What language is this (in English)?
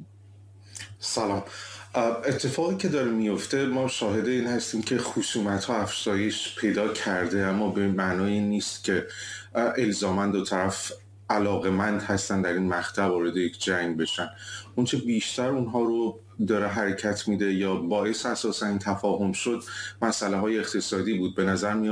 Persian